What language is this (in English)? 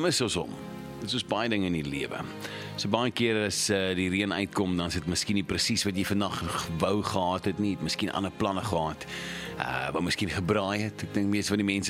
Afrikaans